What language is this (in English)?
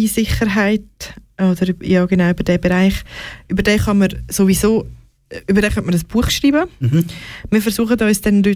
Swiss German